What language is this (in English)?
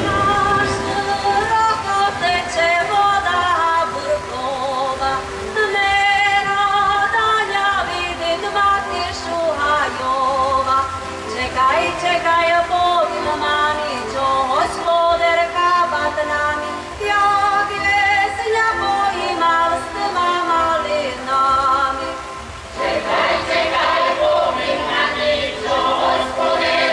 Rusyn